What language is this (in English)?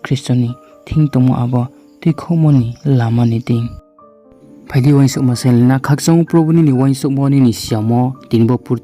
Riang (India)